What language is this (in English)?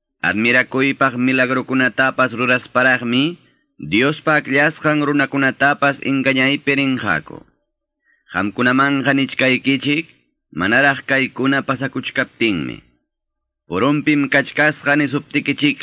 Quechua